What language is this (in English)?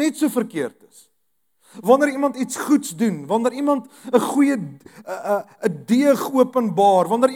Afrikaans